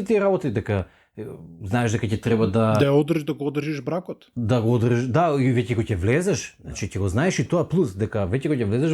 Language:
Macedonian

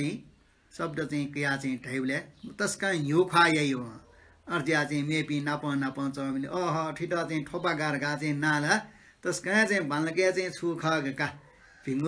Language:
Newari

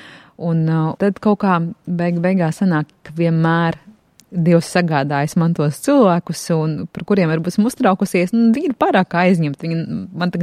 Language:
Latvian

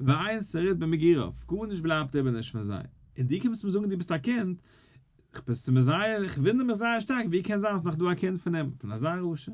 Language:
Yiddish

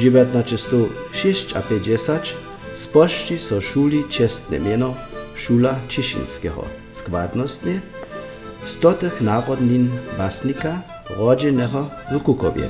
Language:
Upper Sorbian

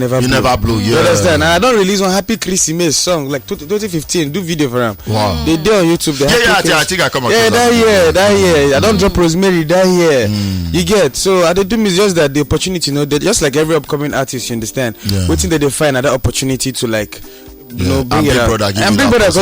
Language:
Nigerian Pidgin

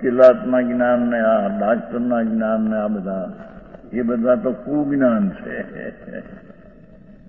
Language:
Gujarati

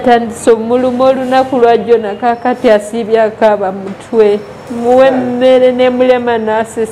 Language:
Ganda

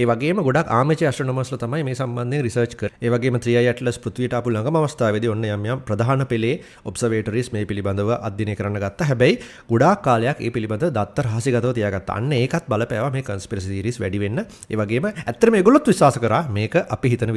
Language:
Sinhala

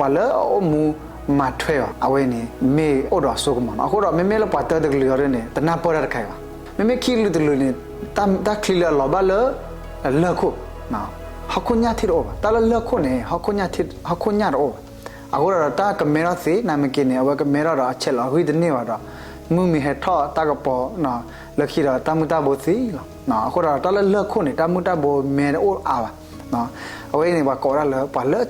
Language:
S'gaw Karen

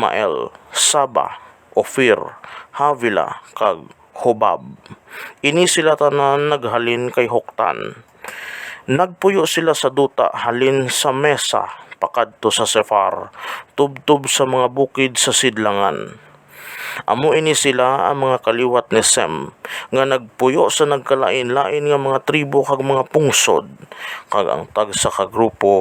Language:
Hiligaynon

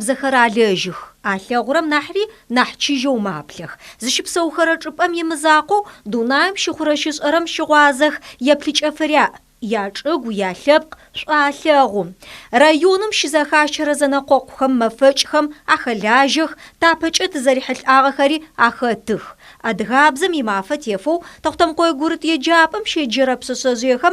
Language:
Adyghe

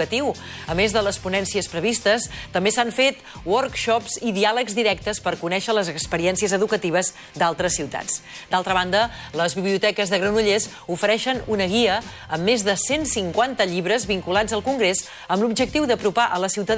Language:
Catalan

